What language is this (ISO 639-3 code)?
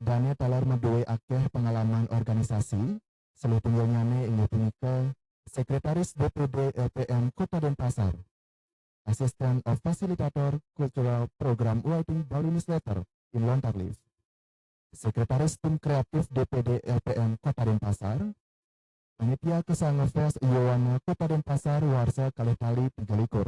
ban